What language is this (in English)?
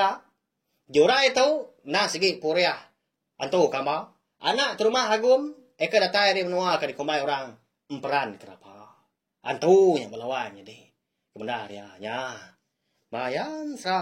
Iban